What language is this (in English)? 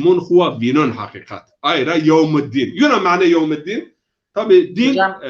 Zaza